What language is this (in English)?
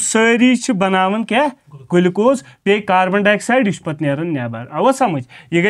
Kashmiri